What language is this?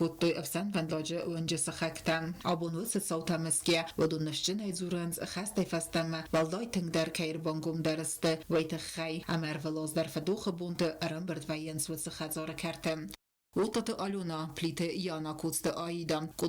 Ossetic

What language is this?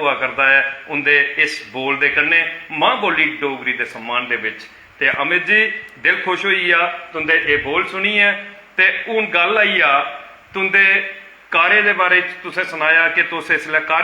Dogri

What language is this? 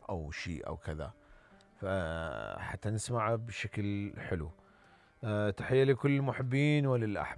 Mesopotamian Arabic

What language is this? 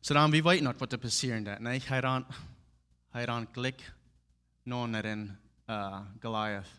Plautdietsch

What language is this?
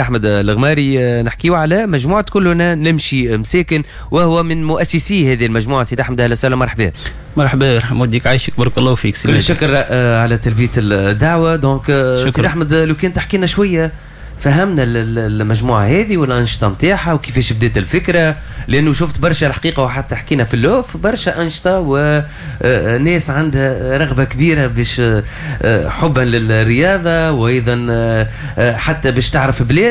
Tunisian Arabic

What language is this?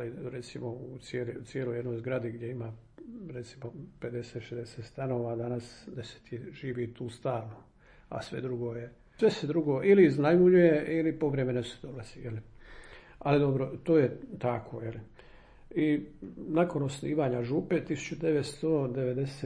Croatian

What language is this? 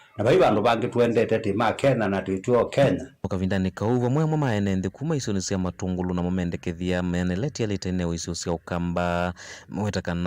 Kamba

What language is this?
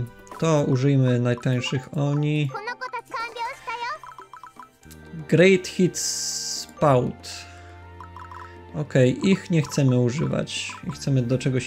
Polish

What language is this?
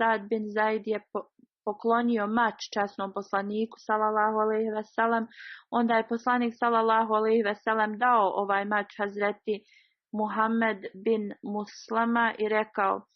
Bosnian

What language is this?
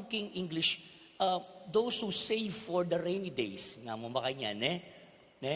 Pampanga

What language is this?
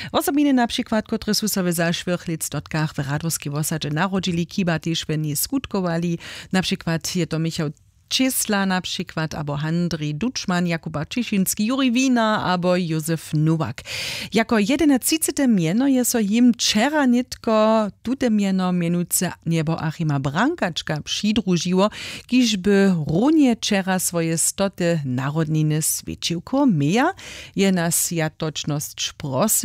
Upper Sorbian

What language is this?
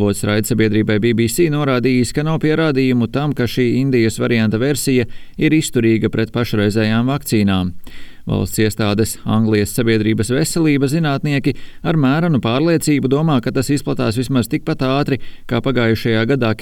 Latvian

